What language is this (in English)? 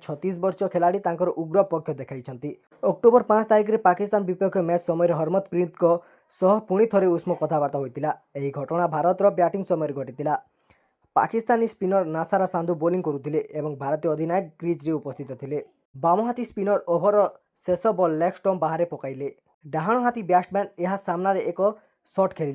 Odia